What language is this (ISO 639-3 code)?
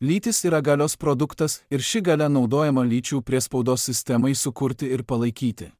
lit